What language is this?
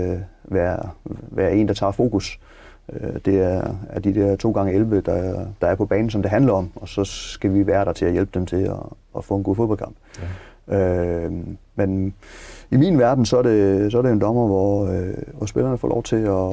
Danish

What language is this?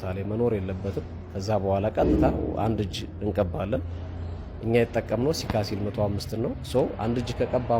Amharic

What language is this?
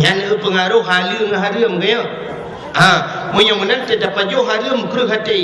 Achinese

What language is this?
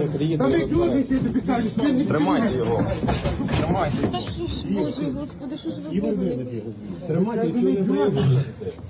Ukrainian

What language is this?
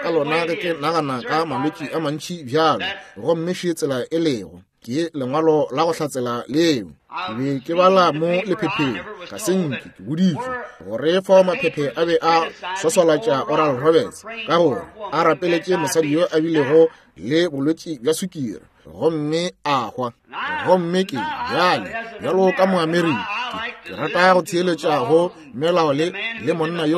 Northern Sotho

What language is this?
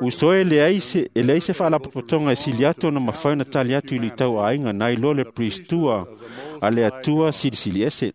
Samoan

